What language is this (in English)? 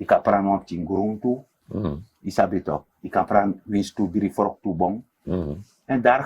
Sranan Tongo